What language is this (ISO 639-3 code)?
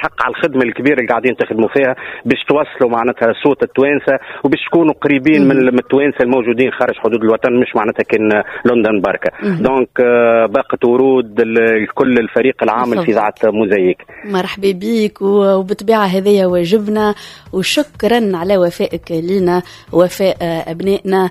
aeb